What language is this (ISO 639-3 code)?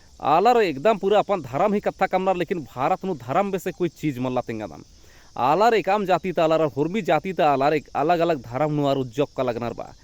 kru